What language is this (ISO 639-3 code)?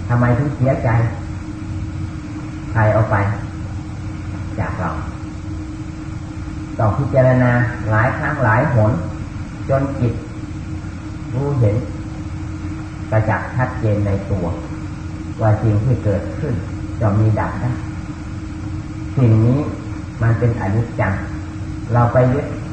tha